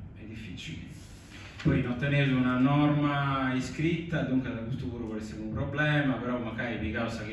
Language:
Sardinian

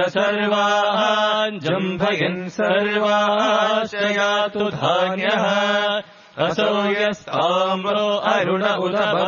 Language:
Sanskrit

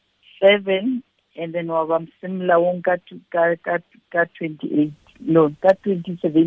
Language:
Southern Sotho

